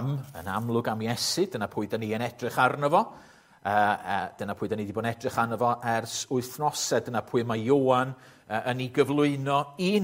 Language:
Welsh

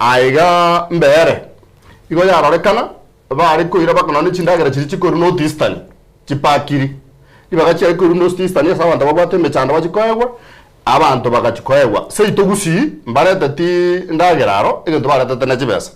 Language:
Gusii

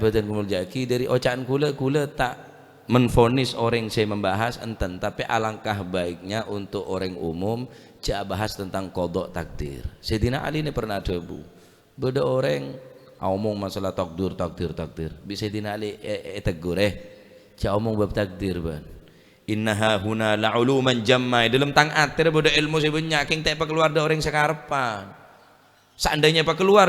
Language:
Madurese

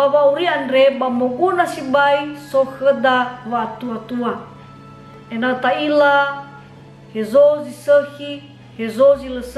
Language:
Nias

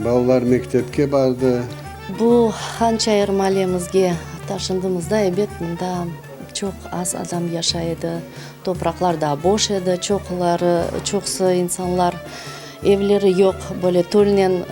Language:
Crimean Tatar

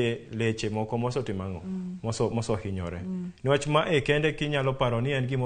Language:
Luo (Kenya and Tanzania)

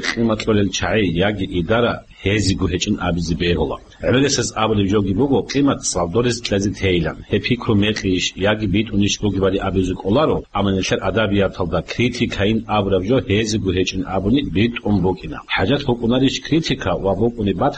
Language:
Avaric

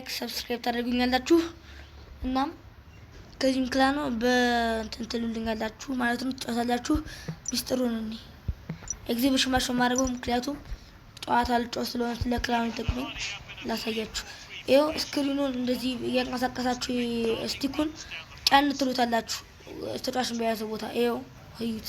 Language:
Amharic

